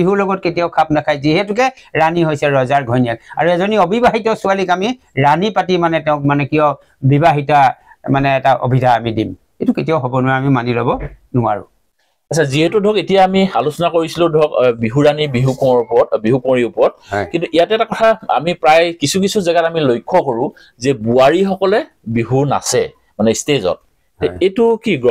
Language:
Assamese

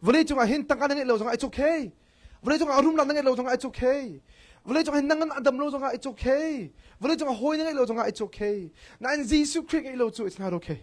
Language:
Hakha Chin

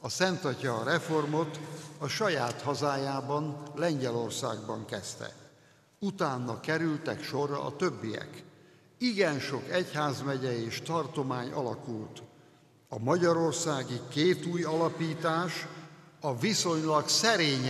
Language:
Hungarian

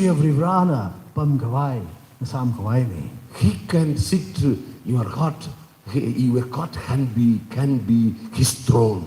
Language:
Tangkhul Naga (India)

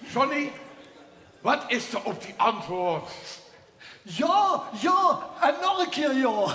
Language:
Limburgish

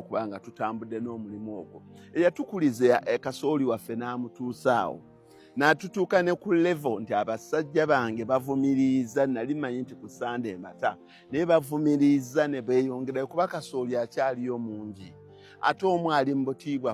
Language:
Ganda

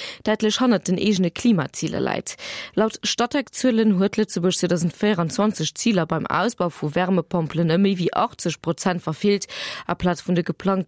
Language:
Luxembourgish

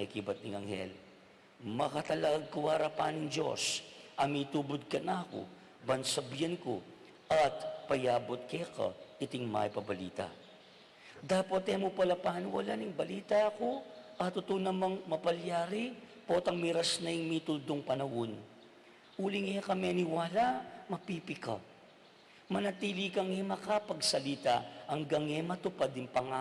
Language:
Pampanga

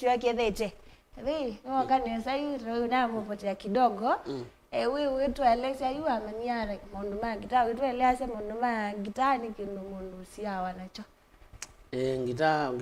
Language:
Kamba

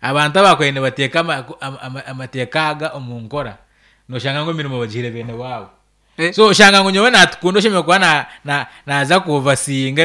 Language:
Nyankole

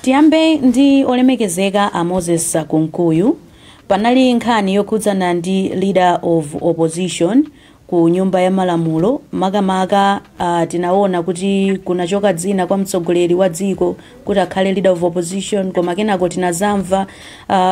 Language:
Nyanja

